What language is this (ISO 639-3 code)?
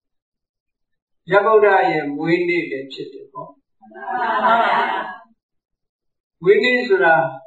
mya